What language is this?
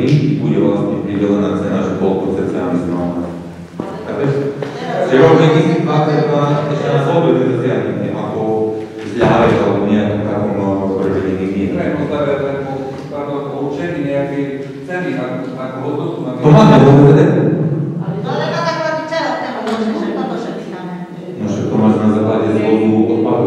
Slovak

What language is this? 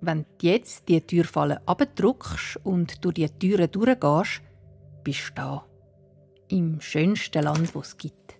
Swiss German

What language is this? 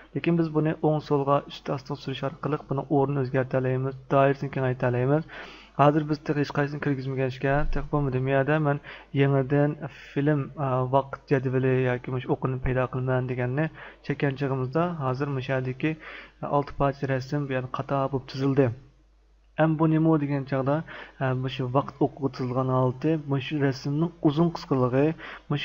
Uyghur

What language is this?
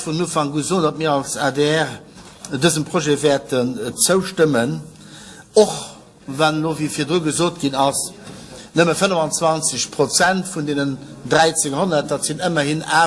Luxembourgish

